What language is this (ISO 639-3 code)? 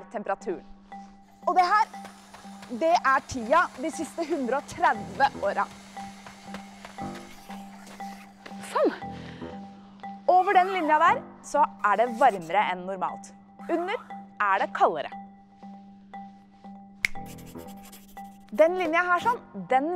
nor